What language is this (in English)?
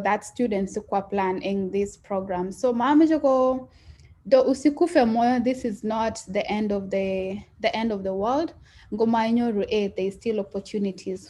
Kalenjin